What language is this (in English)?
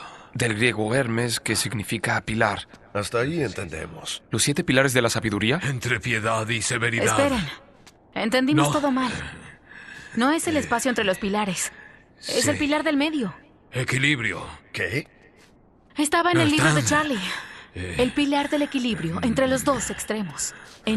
Spanish